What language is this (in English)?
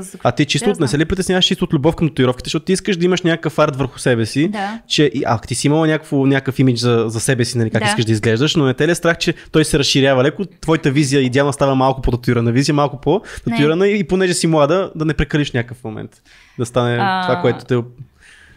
Bulgarian